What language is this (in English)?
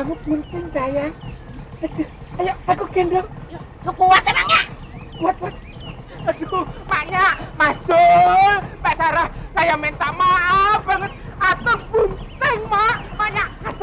Betawi